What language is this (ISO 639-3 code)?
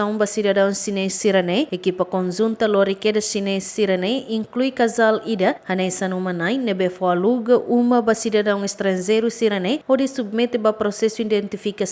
tet